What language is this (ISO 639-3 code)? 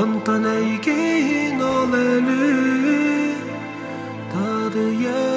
sah